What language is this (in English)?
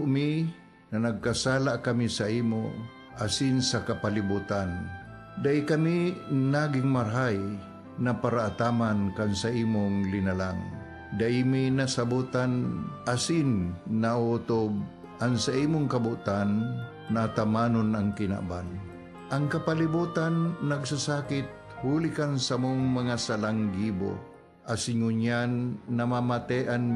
Bikol